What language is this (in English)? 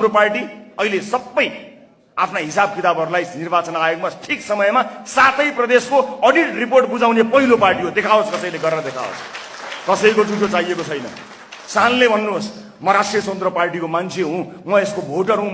Nepali